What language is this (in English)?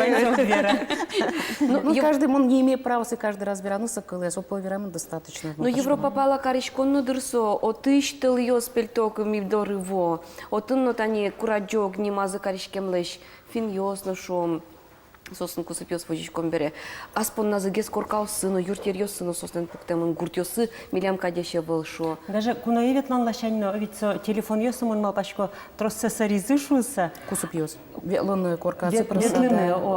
Udmurt